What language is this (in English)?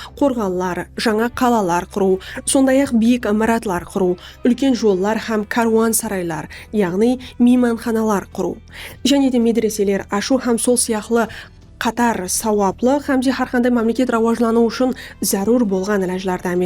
Kara-Kalpak